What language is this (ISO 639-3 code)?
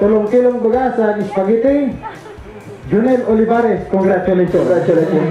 bik